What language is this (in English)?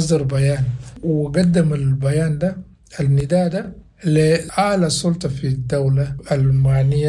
Sudanese Arabic